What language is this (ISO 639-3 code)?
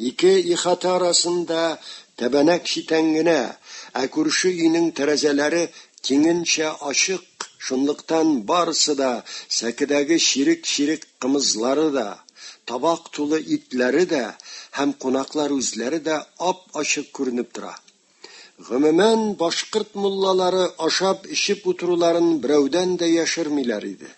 tat